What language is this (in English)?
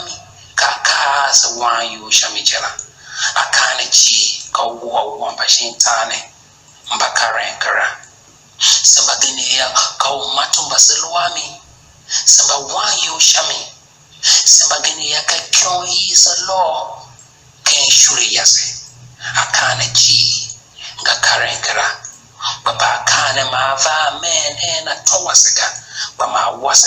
Tiv